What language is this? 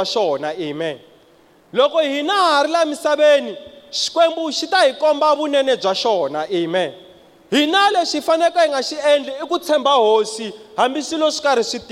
Tsonga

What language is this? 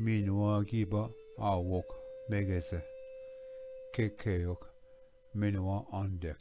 Ojibwa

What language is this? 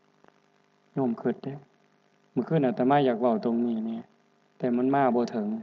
Northeastern Thai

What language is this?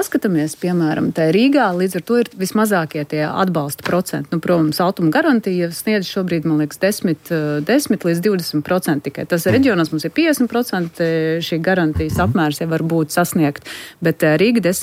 Latvian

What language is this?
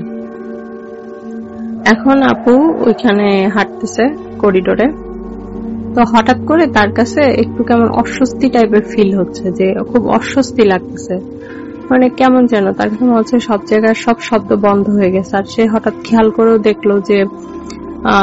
Bangla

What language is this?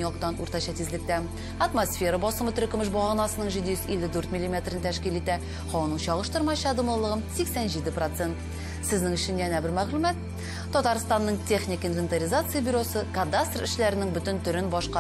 Tatar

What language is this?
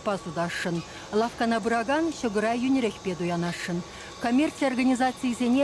Chuvash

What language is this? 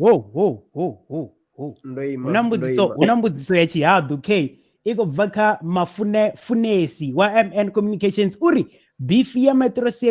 Venda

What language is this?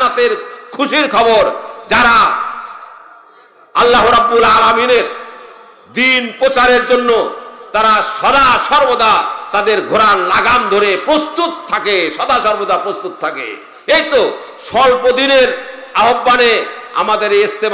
Bangla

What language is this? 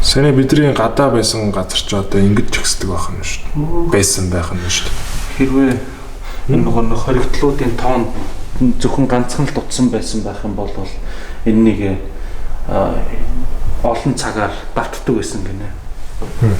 Mongolian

